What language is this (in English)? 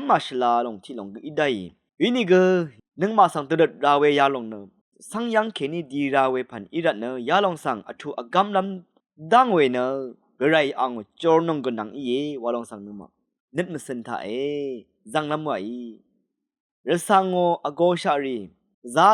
Rawang